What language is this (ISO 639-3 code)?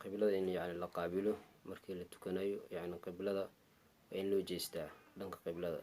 som